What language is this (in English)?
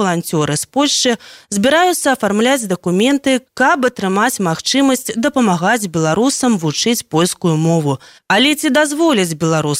Belarusian